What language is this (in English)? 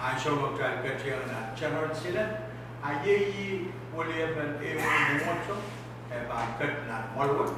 Pohnpeian